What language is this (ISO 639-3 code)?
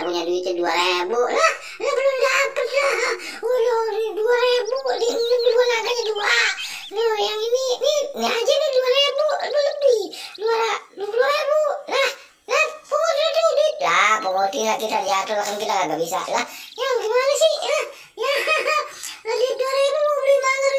bew